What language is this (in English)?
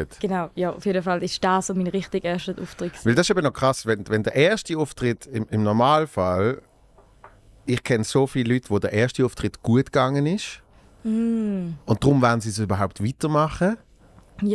Swiss German